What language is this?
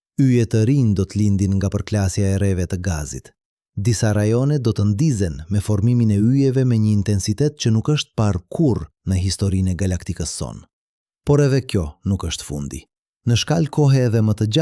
Albanian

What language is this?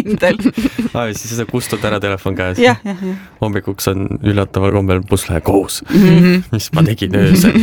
Estonian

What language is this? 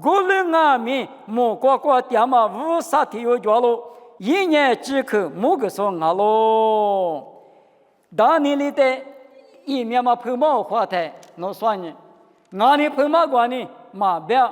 Lisu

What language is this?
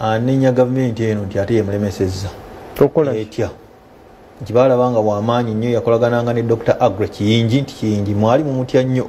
Ganda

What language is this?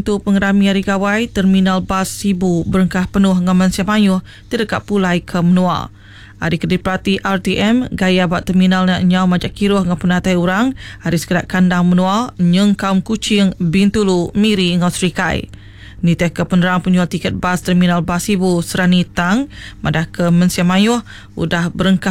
Iban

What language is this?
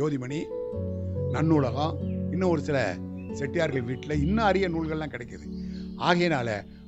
Tamil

